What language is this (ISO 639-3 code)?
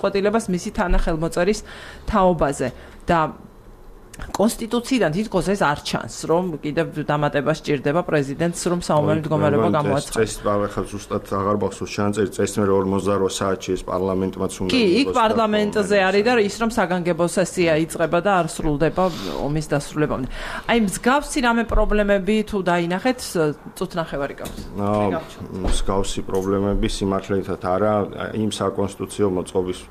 kat